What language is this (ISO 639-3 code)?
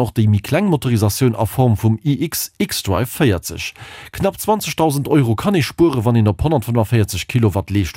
ltz